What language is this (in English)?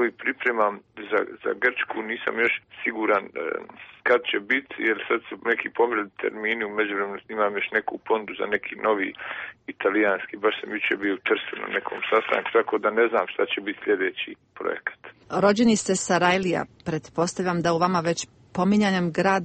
Croatian